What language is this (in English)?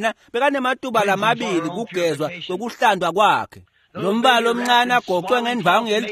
Swati